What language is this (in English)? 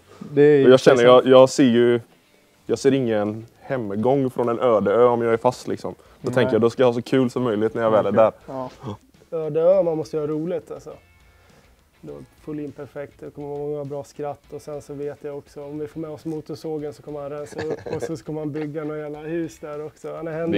Swedish